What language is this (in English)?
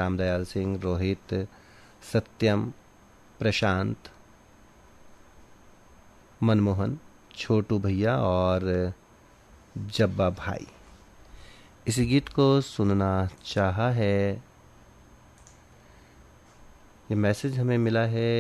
Hindi